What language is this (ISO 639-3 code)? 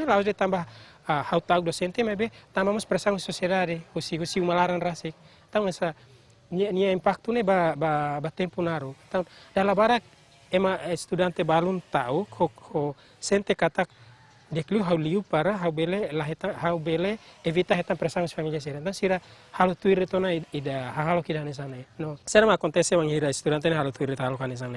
tet